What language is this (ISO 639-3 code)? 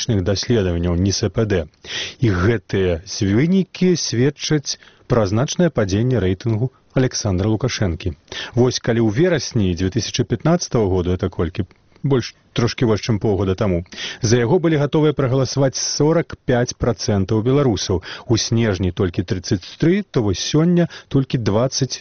bel